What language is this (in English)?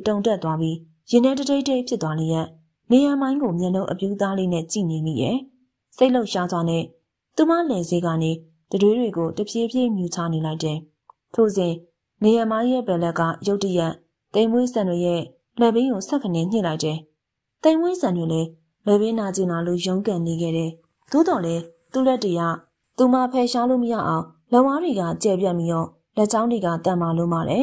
Burmese